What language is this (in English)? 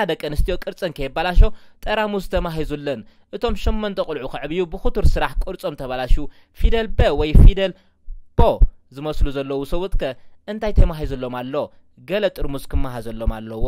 Tigrinya